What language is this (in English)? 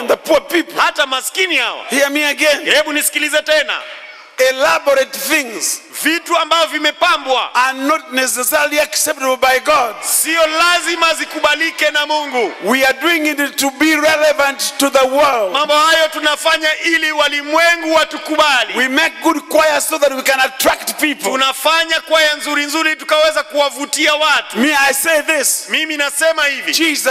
Swahili